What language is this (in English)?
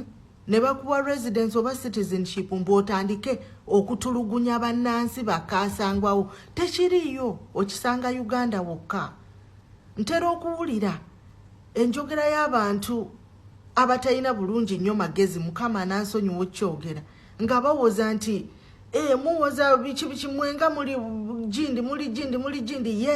Ganda